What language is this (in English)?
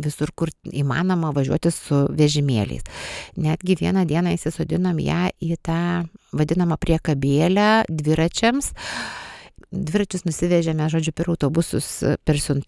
Lithuanian